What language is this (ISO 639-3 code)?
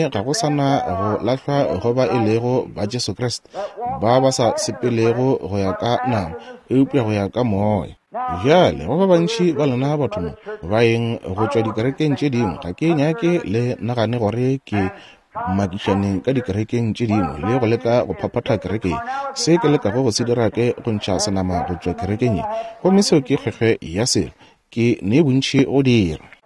nso